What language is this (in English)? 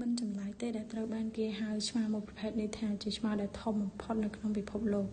Khmer